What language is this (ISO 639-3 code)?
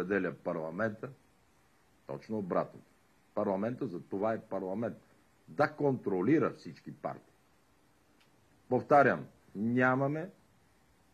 bul